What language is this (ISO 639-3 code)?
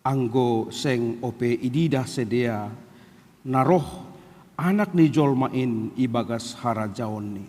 bts